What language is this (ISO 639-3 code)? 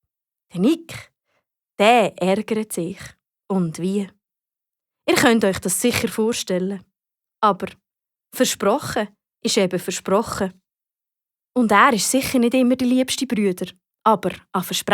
gsw